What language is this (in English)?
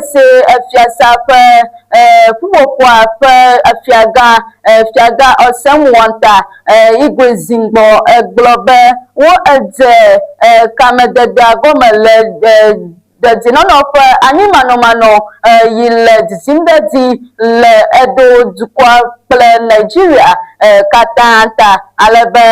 Ewe